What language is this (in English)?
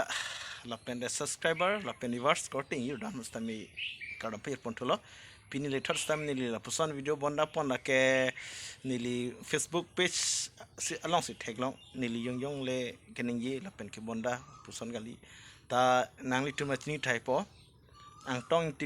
Karbi